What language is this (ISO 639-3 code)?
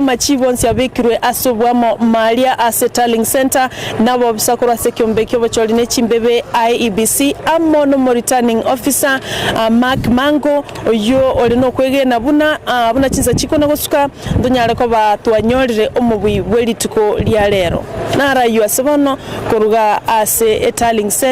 guz